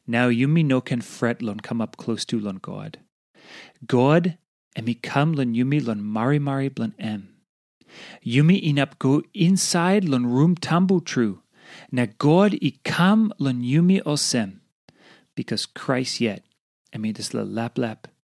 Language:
Tok Pisin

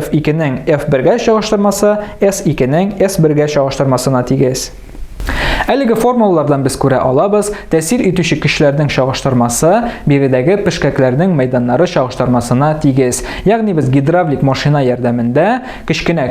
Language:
Tatar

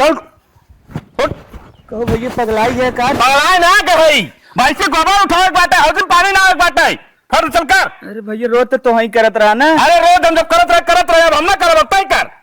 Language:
Awadhi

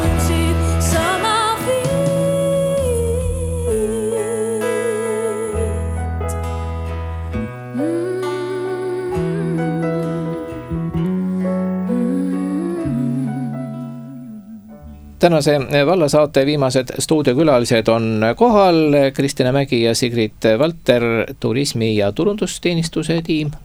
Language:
Estonian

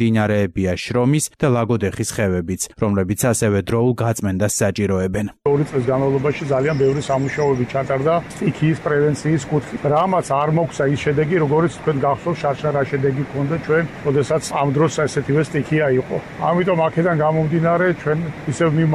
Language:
Georgian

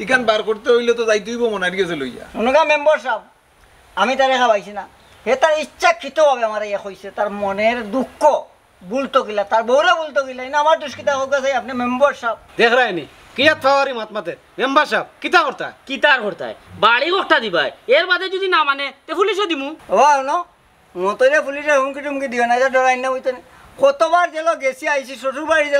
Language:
Sylheti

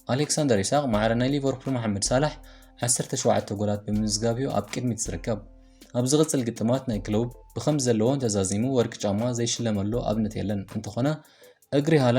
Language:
Tigrinya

